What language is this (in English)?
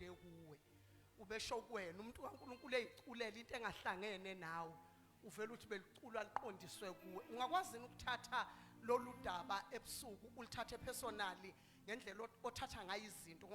Zulu